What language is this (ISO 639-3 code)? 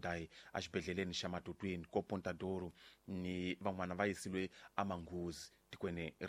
tso